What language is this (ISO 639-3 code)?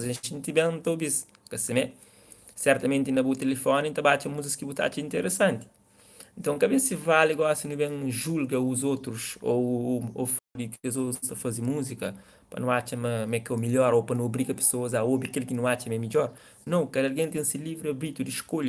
kea